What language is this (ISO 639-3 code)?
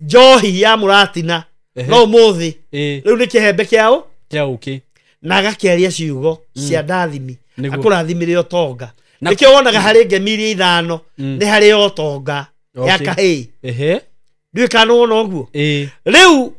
kik